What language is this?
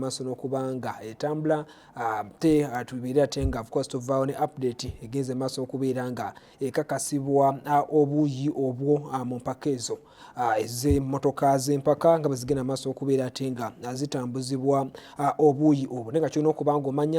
Ganda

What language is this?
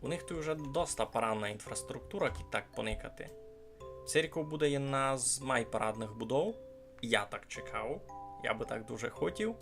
Rusyn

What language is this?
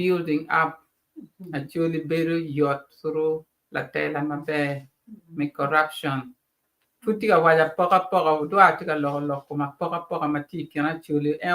Acoli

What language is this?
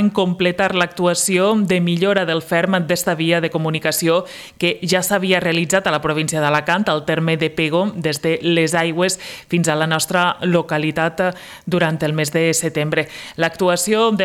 Catalan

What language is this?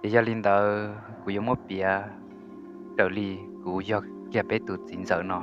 Hmong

